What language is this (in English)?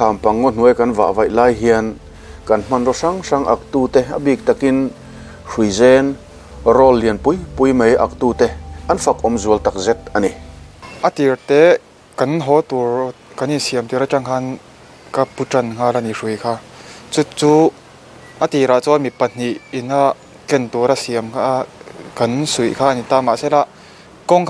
Mizo